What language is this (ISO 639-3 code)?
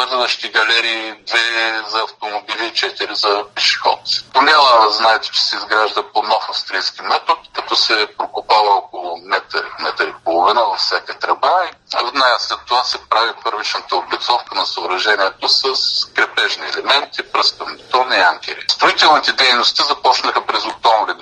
bul